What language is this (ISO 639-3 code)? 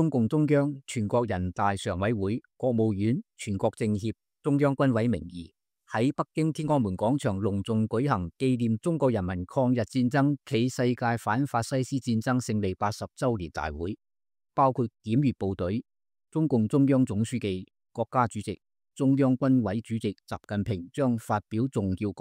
yue